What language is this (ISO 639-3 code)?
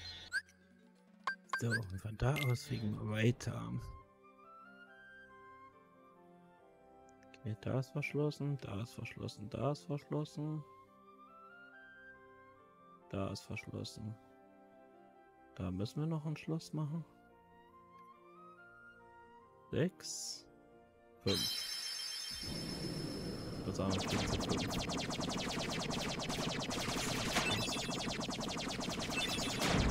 deu